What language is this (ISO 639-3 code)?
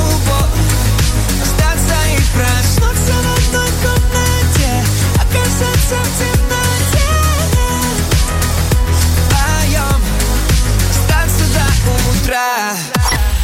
rus